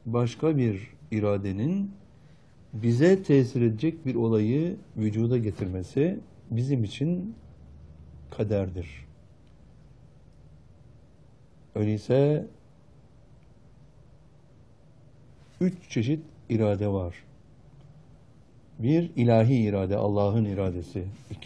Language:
Turkish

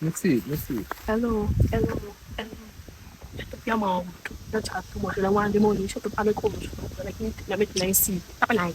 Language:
Jamaican Creole English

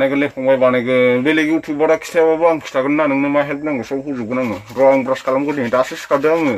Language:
Bodo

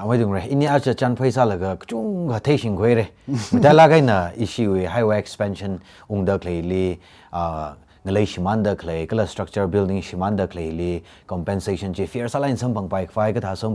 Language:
Tangkhul Naga (India)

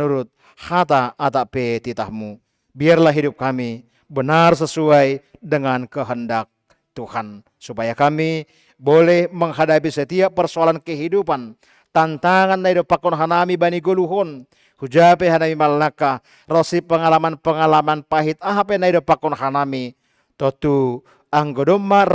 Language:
Batak Simalungun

